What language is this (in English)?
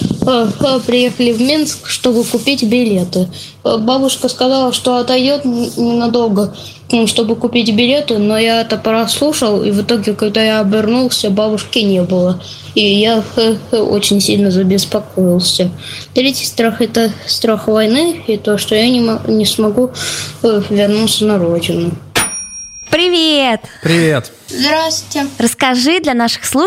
Russian